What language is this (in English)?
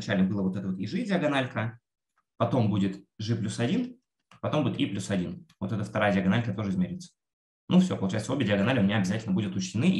Russian